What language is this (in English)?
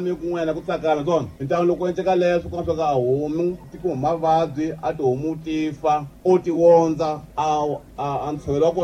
Tsonga